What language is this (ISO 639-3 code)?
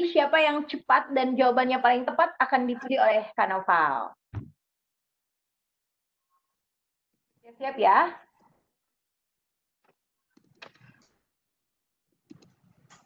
ind